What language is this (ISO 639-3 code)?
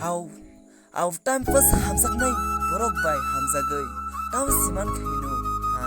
trp